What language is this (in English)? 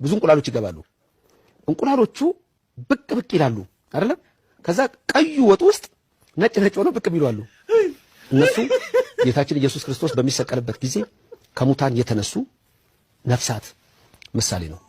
Amharic